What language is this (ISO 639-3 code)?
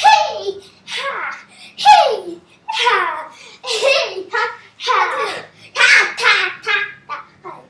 mri